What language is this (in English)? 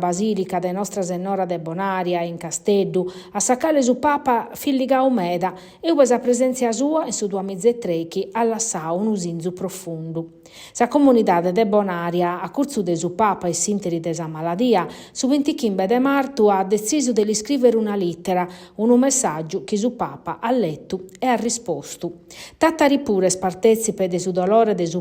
Sardinian